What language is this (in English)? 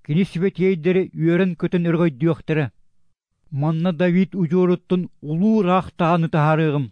Yakut